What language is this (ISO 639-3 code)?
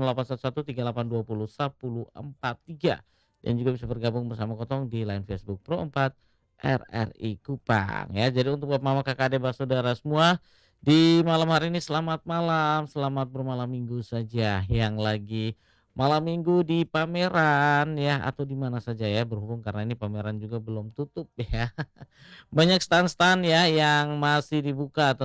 ind